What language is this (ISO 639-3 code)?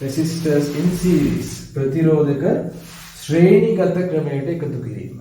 sin